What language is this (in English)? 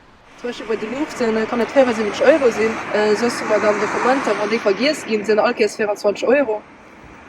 Luxembourgish